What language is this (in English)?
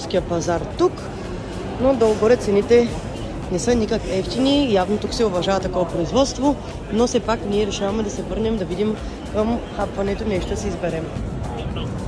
Bulgarian